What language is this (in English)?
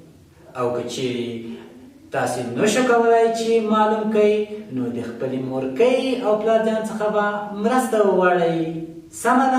Pashto